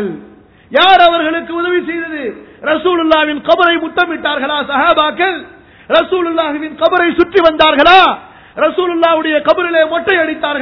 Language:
Tamil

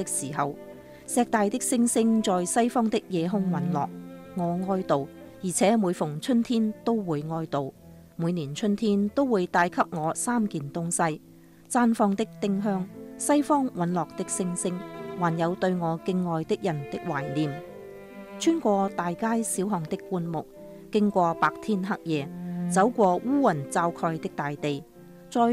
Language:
Cantonese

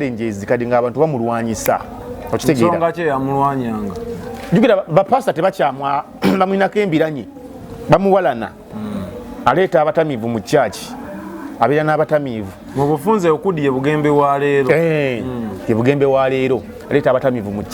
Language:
Ganda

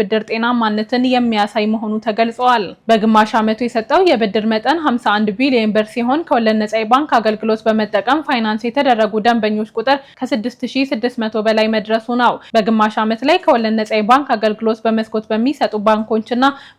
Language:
Amharic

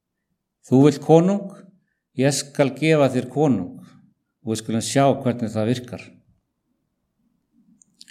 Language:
Icelandic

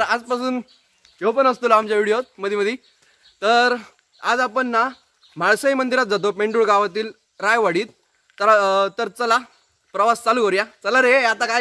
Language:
Konkani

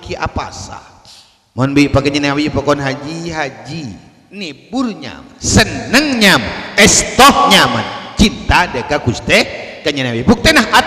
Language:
Madurese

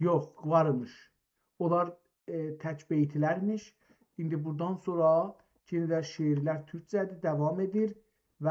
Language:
South Azerbaijani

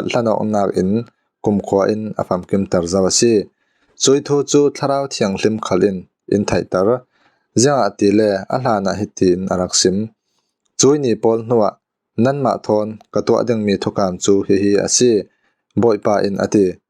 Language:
Falam Chin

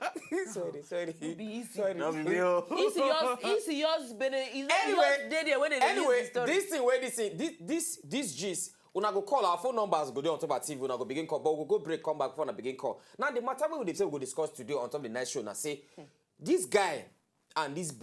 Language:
Nigerian Pidgin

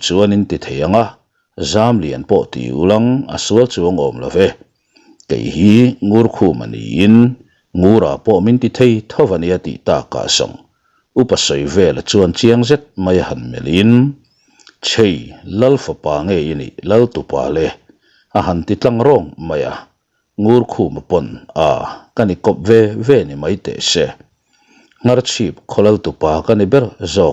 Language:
Mizo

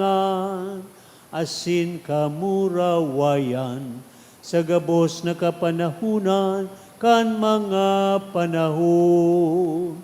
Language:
Bikol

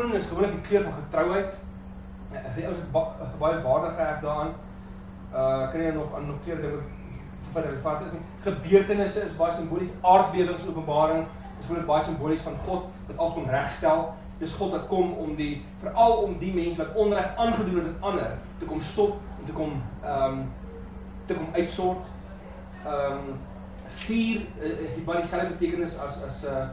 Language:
Afrikaans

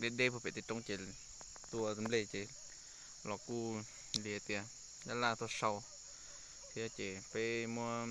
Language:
Hmong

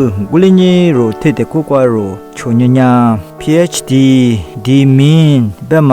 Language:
Lisu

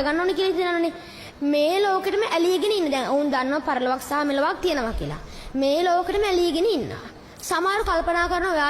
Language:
Sinhala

